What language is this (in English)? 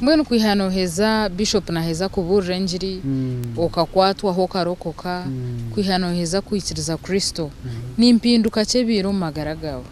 Nyankole